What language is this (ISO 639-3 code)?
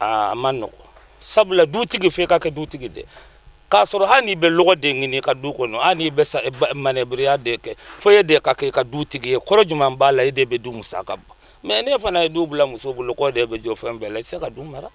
bam